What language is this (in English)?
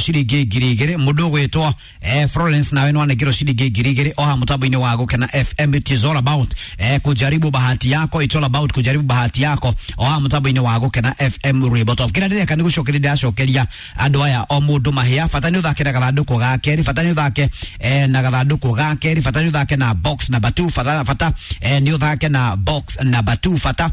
Kikuyu